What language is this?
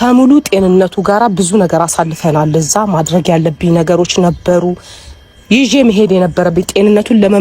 Amharic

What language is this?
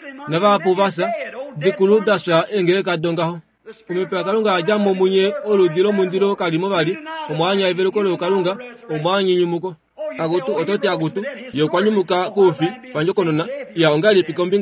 Kuanyama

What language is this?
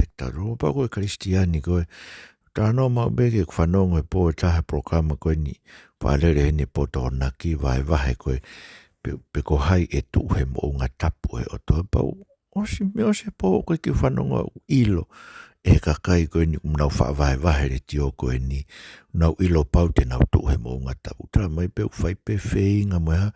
Tongan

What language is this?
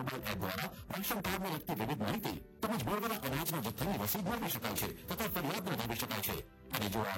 Gujarati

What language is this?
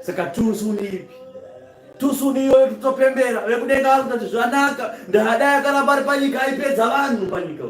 Shona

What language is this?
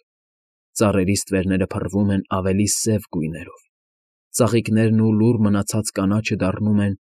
Armenian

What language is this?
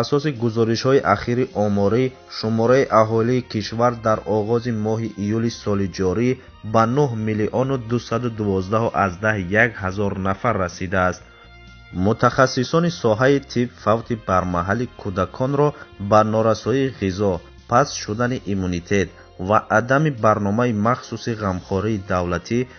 Tajik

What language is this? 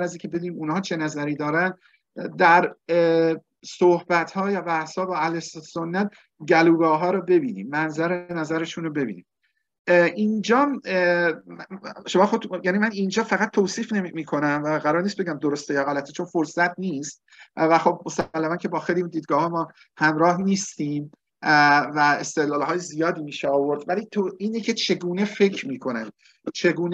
Persian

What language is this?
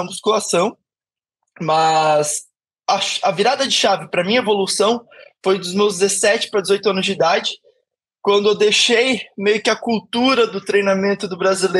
Portuguese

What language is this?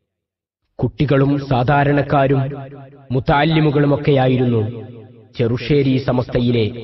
Malayalam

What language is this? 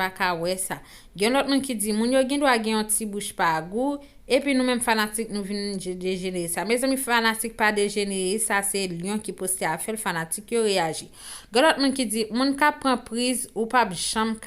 Haitian Creole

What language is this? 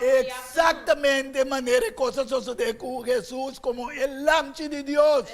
Papiamento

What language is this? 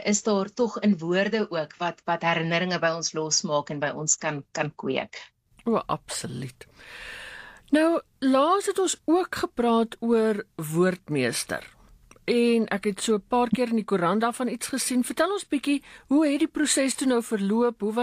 Afrikaans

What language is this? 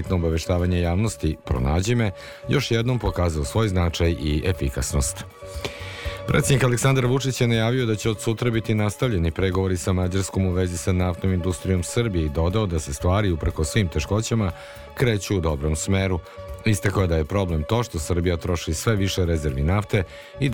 Serbian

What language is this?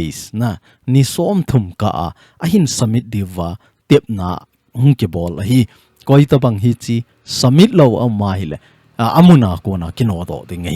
Thado Chin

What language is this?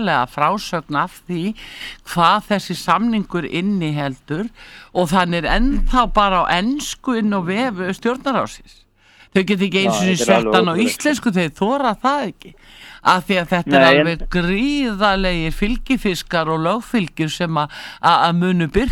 Icelandic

